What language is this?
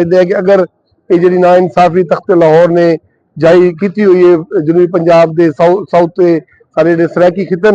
Saraiki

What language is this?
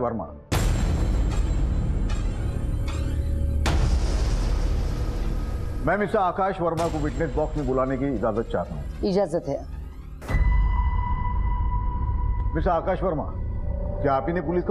Hindi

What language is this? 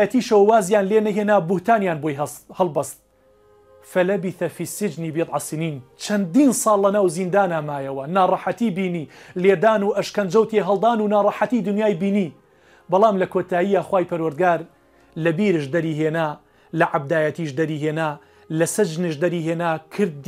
Central Kurdish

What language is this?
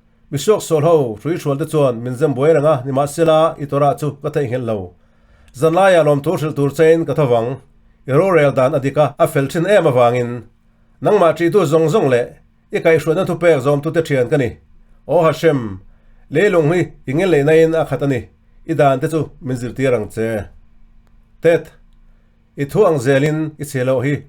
Mizo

